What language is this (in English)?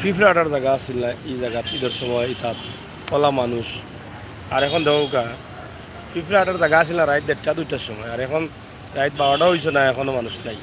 Sylheti